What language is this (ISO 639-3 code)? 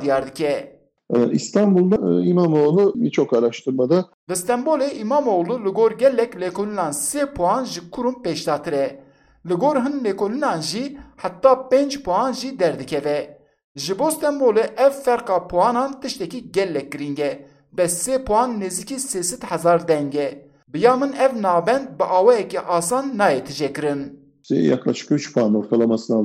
kur